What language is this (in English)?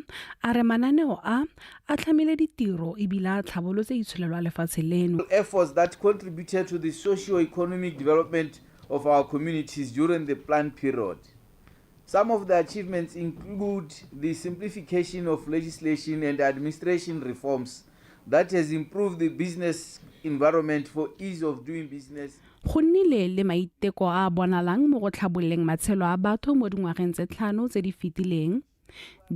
Tswana